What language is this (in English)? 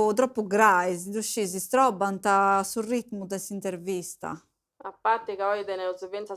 Sardinian